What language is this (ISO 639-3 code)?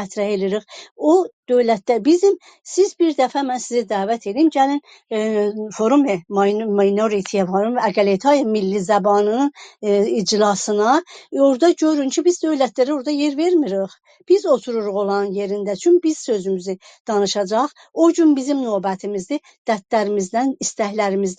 azb